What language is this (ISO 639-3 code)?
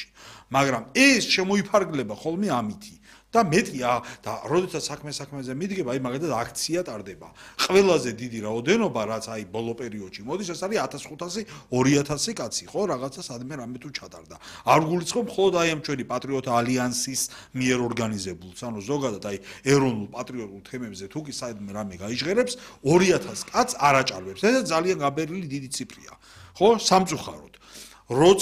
kat